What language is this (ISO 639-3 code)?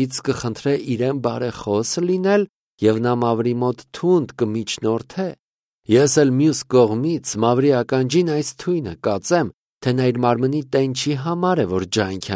hye